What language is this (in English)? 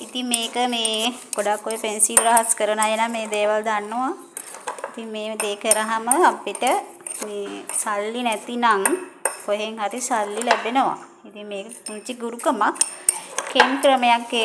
Sinhala